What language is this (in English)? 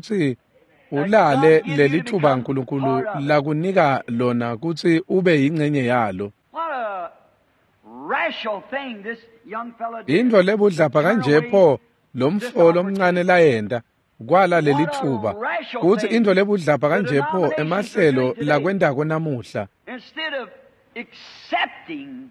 Swati